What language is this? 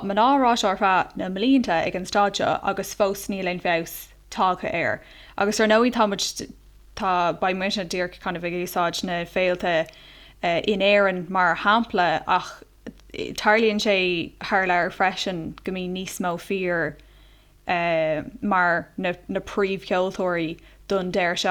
Irish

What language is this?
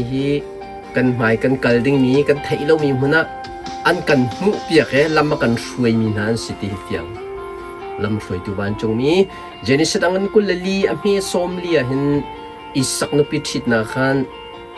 Hakha Chin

